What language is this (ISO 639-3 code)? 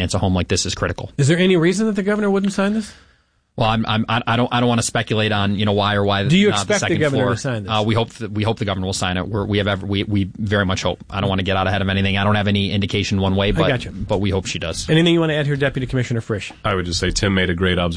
eng